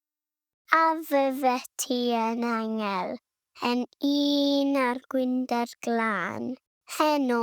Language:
Welsh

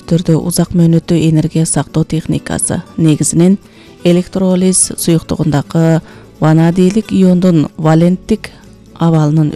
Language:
Kyrgyz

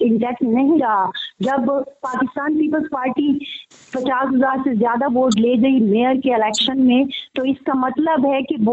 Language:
Urdu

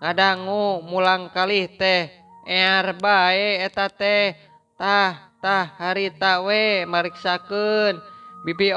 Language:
Sundanese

